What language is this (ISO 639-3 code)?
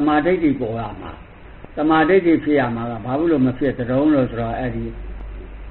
mya